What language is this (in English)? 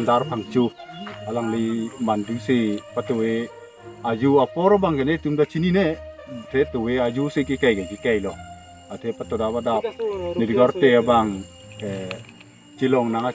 Karbi